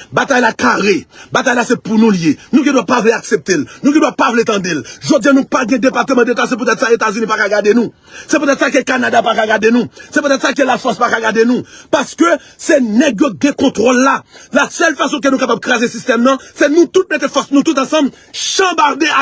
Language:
Haitian Creole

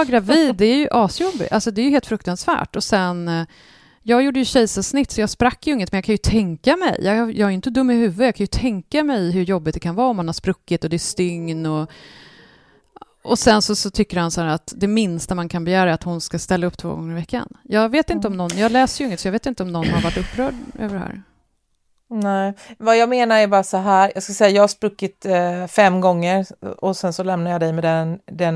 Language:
Swedish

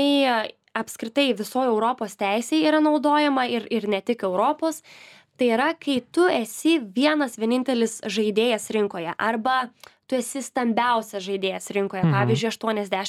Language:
Lithuanian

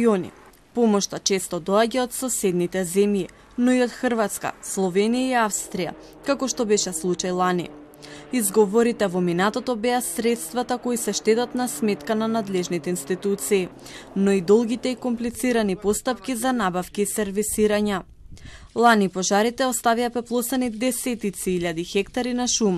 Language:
Macedonian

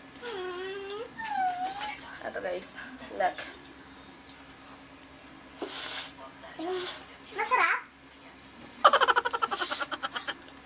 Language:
Filipino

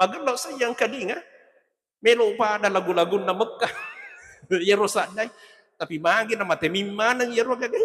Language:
Buginese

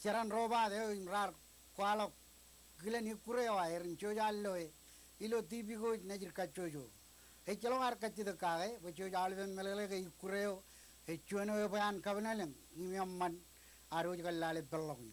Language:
Marshallese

